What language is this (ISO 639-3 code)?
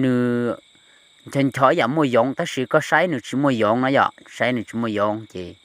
hmn